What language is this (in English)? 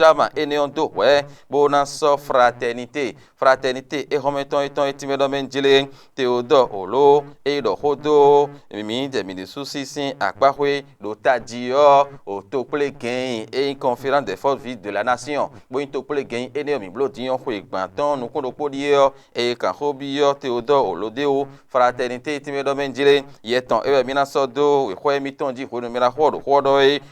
Fon